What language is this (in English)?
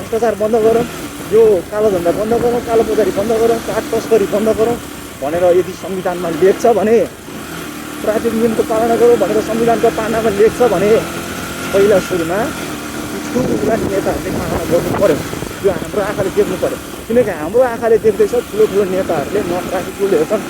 Nepali